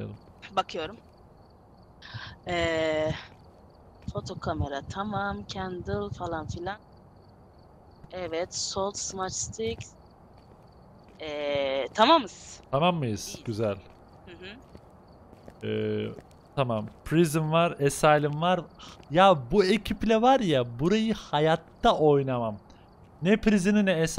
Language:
Turkish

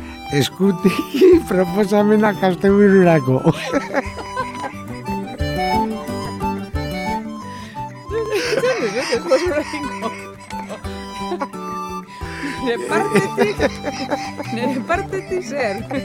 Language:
Basque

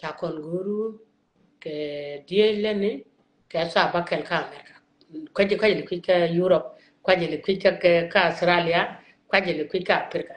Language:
Nuer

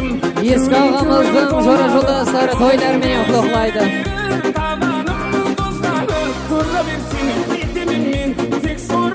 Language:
Kara-Kalpak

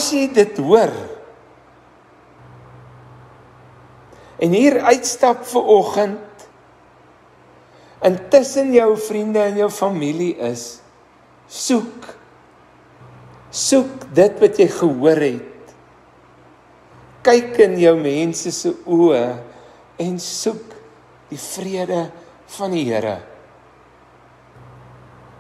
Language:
Afrikaans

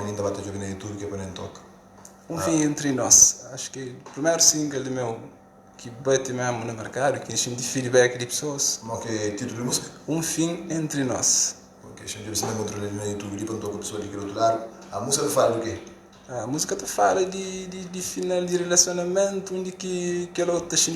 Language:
Kabuverdianu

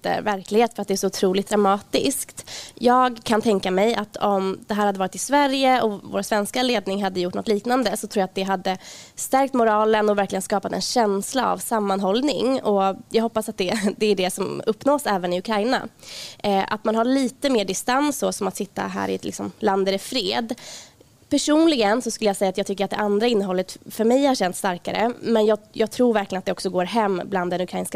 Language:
Swedish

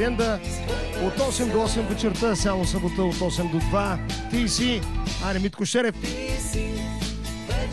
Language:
Bulgarian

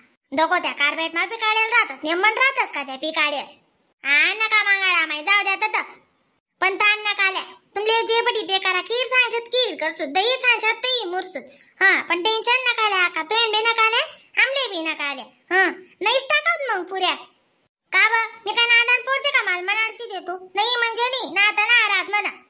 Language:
Khandesi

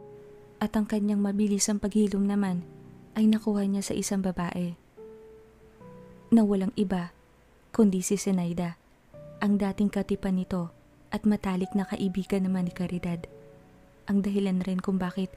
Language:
Filipino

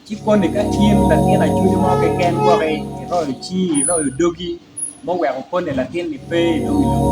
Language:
Acoli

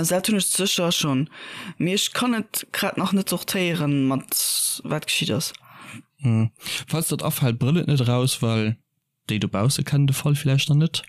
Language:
Luxembourgish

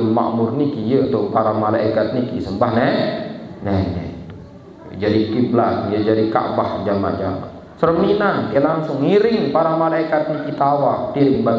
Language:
Sasak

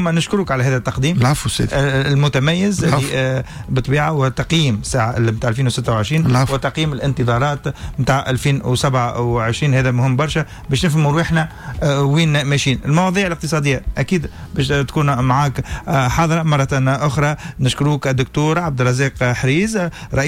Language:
Tunisian Arabic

